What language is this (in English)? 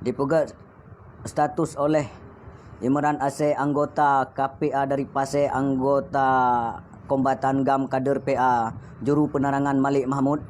Achinese